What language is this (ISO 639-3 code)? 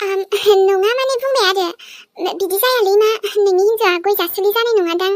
brx